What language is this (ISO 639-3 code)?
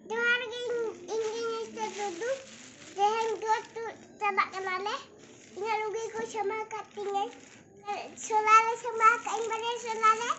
sat